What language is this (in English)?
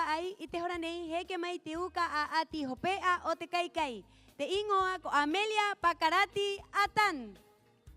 Rapanui